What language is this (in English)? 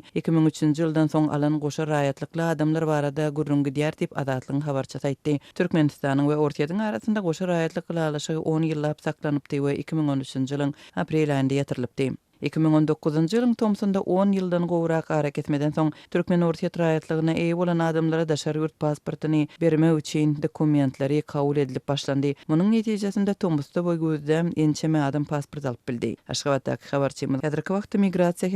Turkmen